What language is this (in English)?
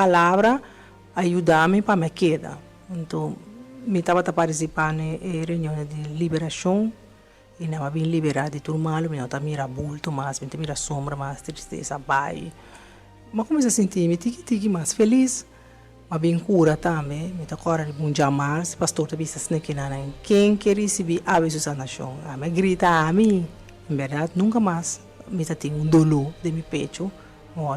Papiamento